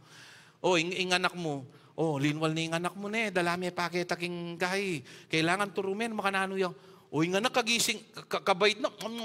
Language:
Pampanga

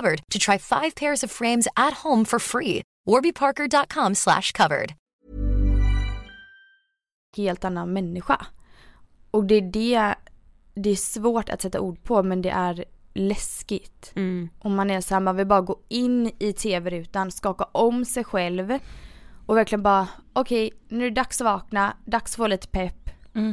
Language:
Swedish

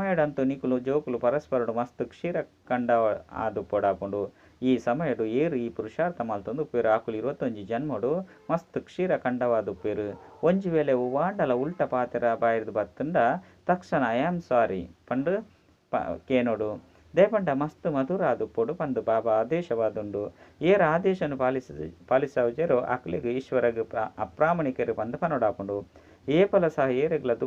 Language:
Tulu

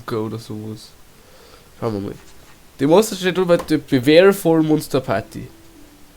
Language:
Bavarian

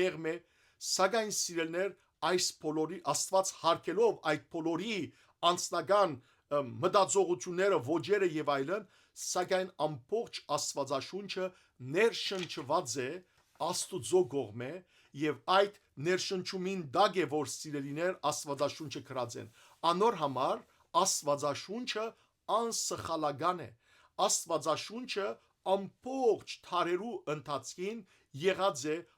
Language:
Western Armenian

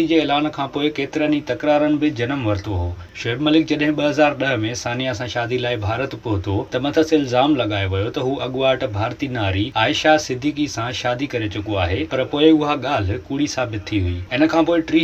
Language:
Sindhi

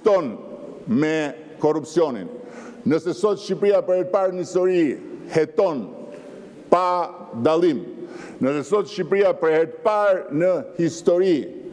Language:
Albanian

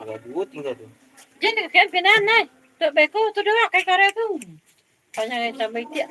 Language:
Minangkabau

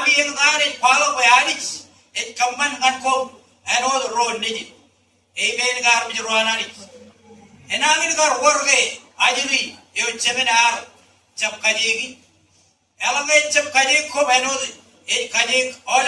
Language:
Marshallese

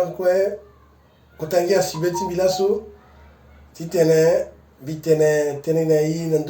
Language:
Sango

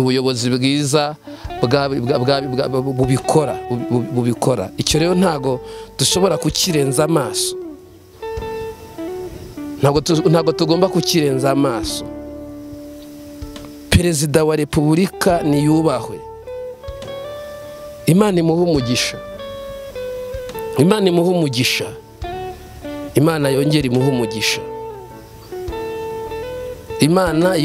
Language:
Kinyarwanda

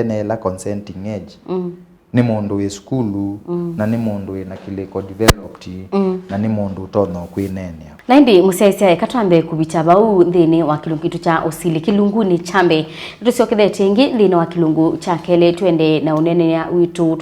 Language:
Kamba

